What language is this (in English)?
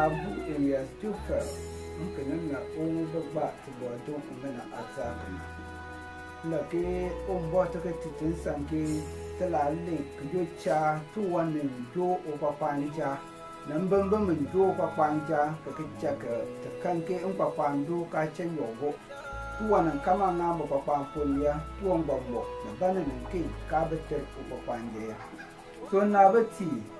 Konkomba